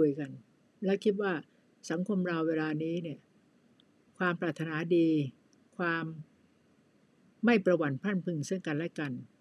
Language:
Thai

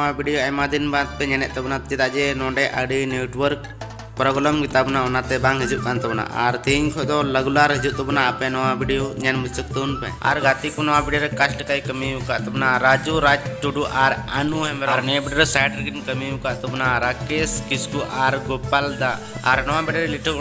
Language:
Santali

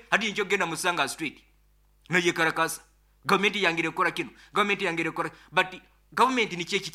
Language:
Nyoro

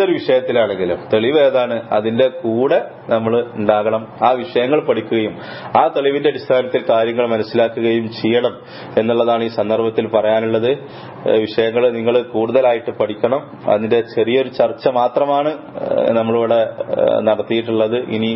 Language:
Malayalam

